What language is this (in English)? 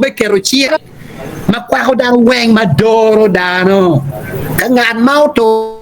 Acoli